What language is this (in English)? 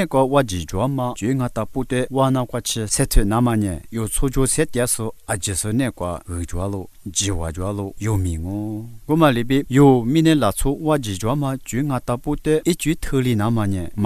Lisu